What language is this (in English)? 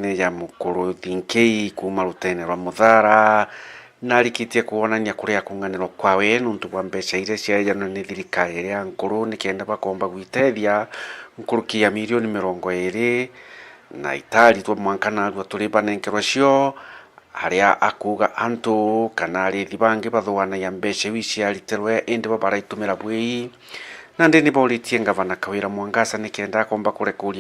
Meru